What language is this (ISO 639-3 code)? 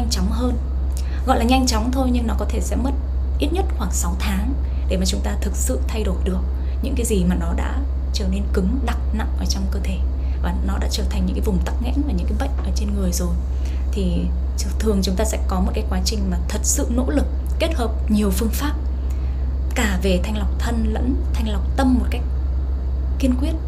vie